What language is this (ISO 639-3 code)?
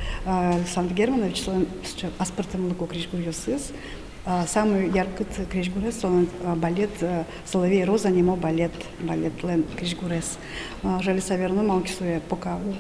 udm